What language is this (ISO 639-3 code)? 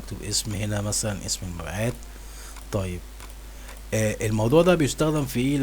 arz